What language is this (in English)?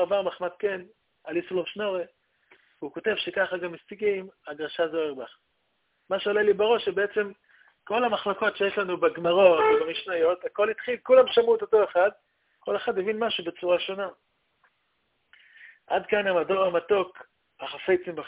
Hebrew